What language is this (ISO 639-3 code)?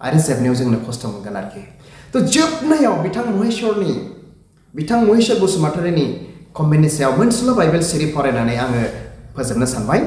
brx